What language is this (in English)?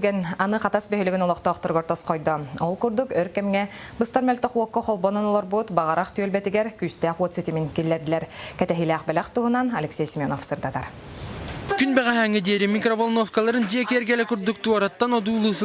Yakut